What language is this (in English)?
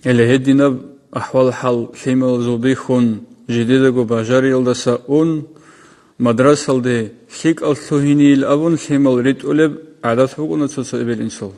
Avaric